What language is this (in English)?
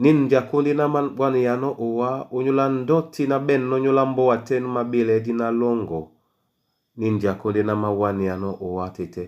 Duala